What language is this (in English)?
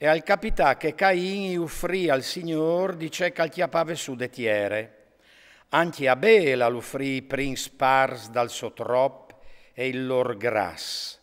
Friulian